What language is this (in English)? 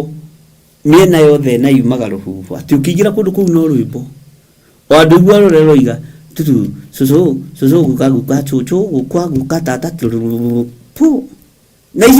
Kikuyu